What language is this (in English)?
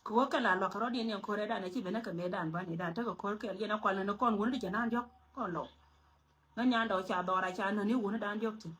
Nuer